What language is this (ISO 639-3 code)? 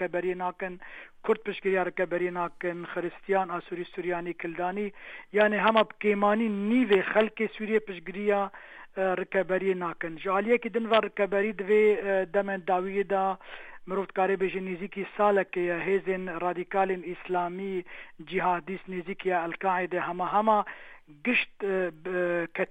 ckb